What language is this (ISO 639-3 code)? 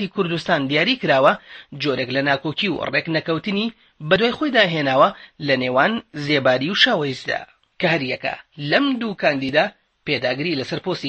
ckb